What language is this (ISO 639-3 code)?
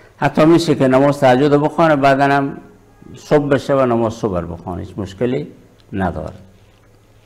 fas